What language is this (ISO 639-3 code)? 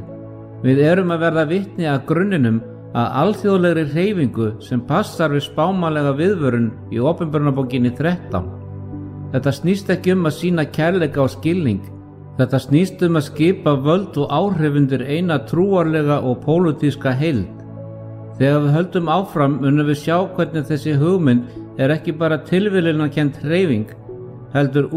isl